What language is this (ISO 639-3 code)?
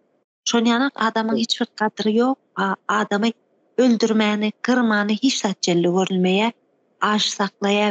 tuk